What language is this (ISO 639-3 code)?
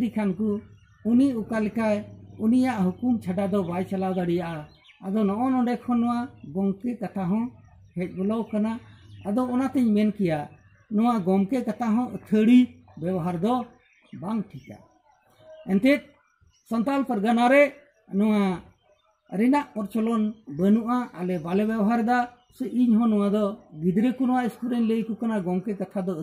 sat